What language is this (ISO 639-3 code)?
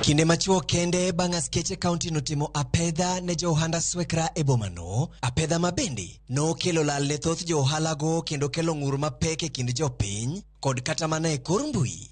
luo